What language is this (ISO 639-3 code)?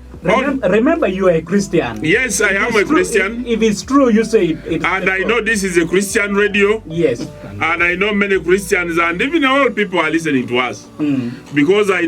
ach